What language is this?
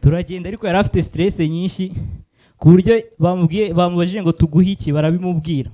Kinyarwanda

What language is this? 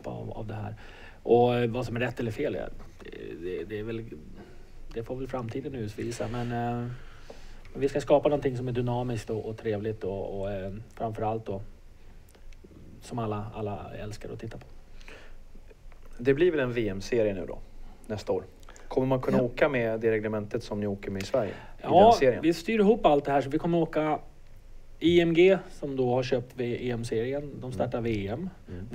Swedish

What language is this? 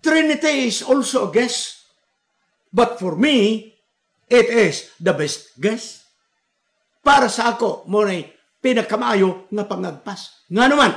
Cebuano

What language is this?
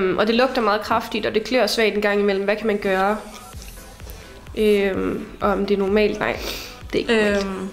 Danish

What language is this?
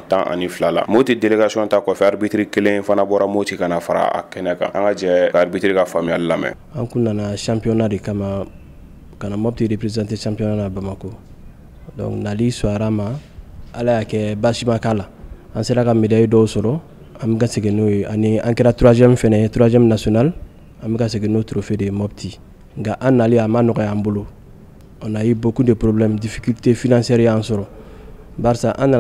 Bambara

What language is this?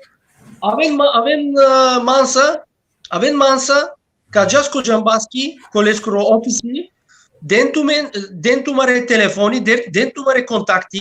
Balkan Romani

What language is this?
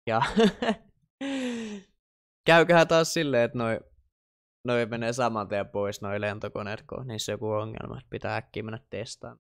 Finnish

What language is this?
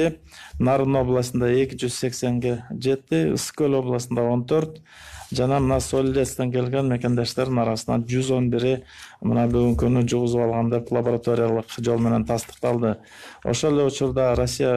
Kyrgyz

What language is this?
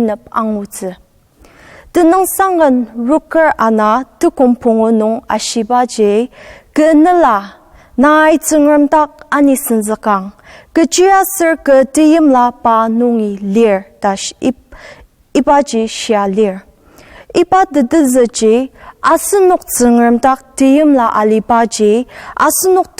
Ao Naga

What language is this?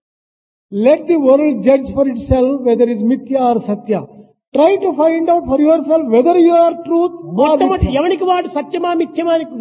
Telugu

